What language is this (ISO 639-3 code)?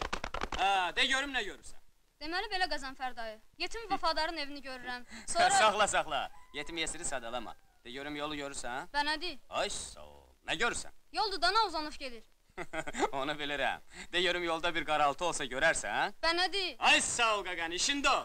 aze